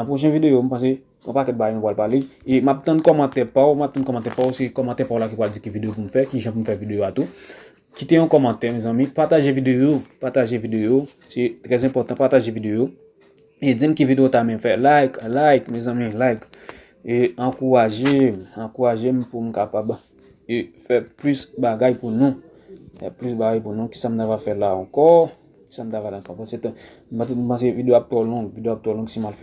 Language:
Haitian Creole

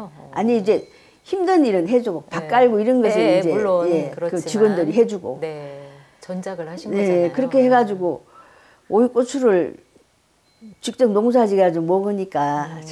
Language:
Korean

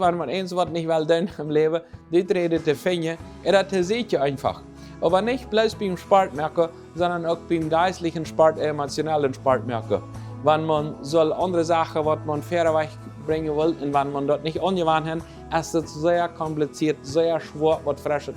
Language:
Plautdietsch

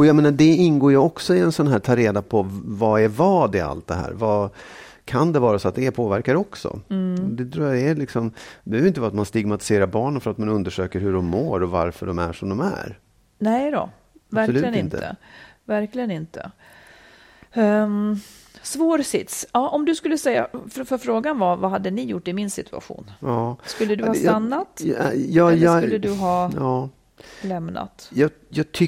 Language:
Swedish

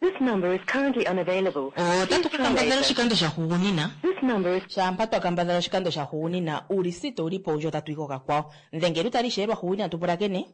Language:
Kuanyama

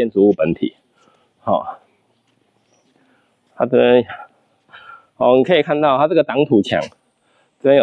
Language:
Chinese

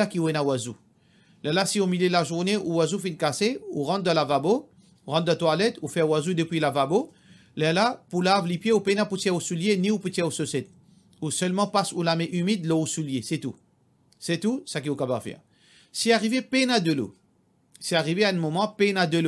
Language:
Morisyen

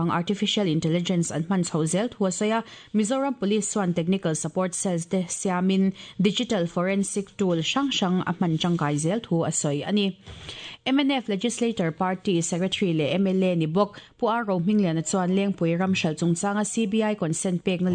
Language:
Mizo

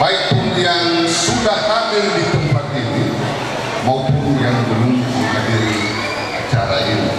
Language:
Nias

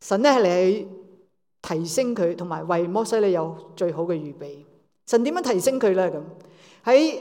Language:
Cantonese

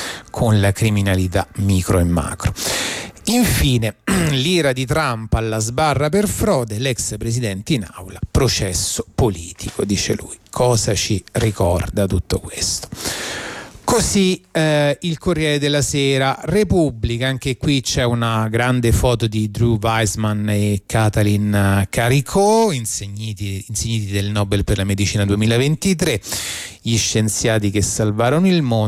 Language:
Italian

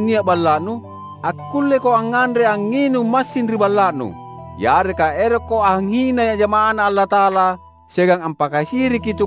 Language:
Makasar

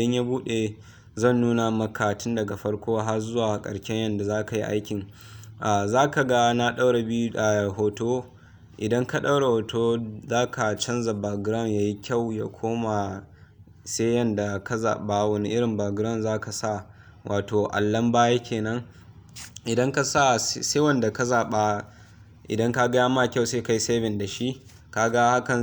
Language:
Hausa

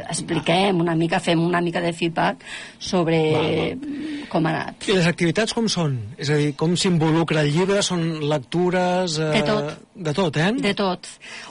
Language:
Catalan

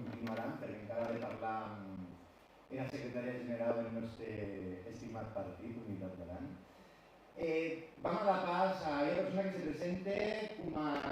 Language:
Occitan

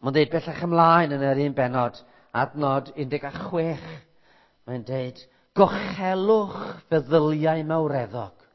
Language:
Welsh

